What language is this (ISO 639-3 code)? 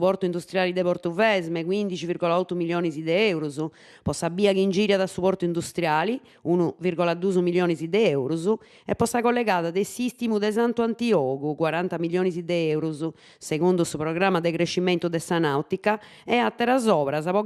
srd